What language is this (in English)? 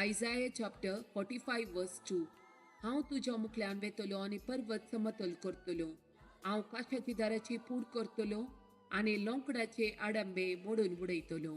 Konkani